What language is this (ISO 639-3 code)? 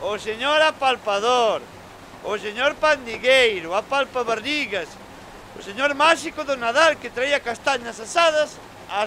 glg